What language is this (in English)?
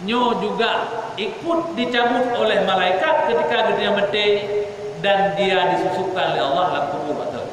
Achinese